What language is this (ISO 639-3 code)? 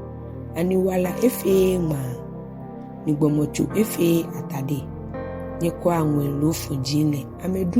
gaa